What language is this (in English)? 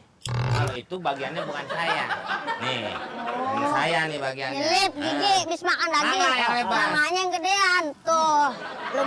Betawi